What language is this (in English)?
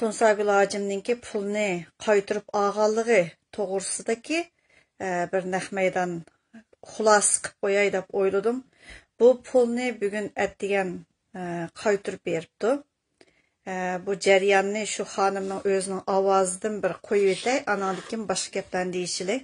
Uyghur